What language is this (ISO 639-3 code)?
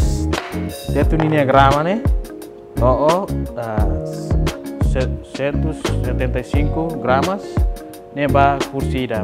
tet